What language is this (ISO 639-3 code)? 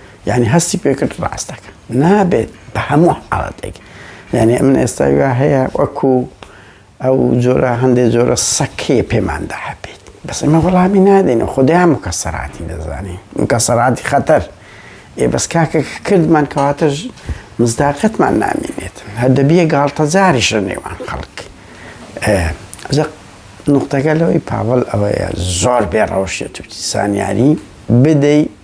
ckb